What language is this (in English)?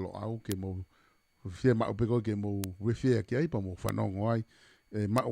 Tongan